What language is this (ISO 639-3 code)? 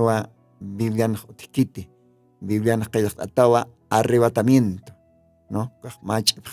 aym